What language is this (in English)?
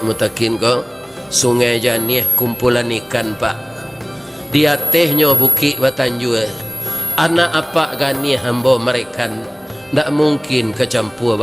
Minangkabau